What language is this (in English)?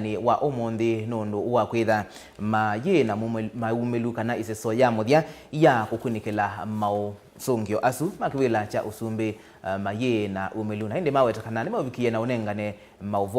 Kamba